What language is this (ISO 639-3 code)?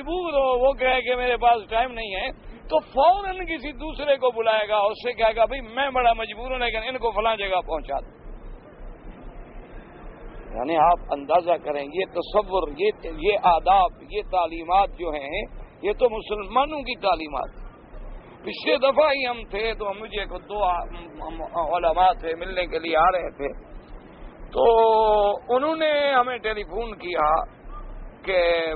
urd